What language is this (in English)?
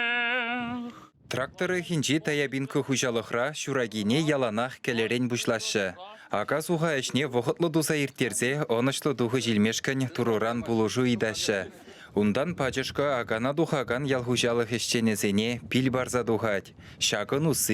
Chuvash